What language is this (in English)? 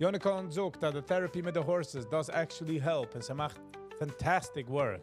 Yiddish